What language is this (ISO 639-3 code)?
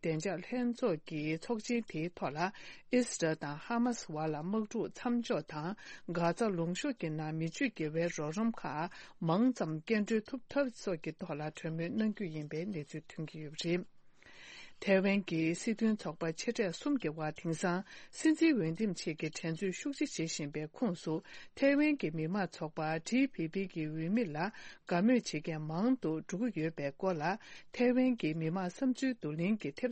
bod